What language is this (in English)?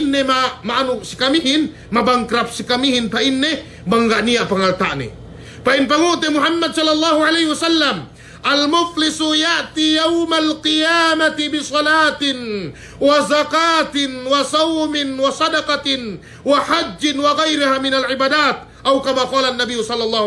Yakan